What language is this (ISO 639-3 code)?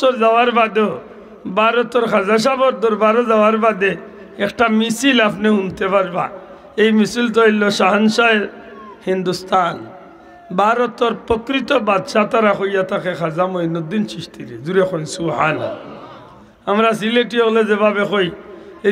syl